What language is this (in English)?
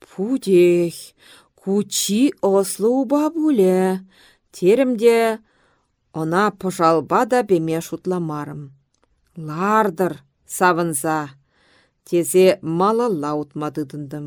Chuvash